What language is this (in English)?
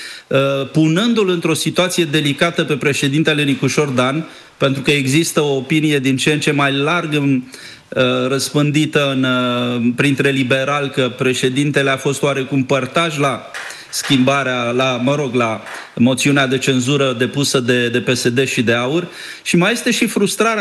Romanian